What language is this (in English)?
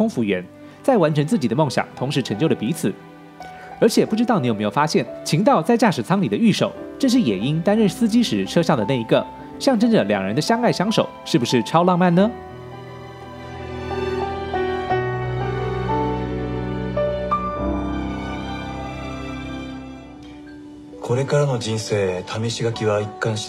Chinese